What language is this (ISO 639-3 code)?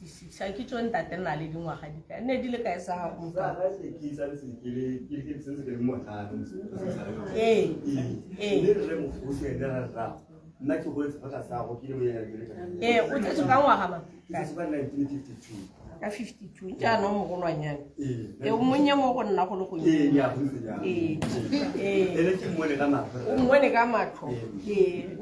tsn